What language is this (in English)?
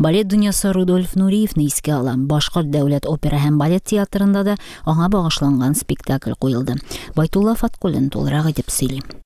Tatar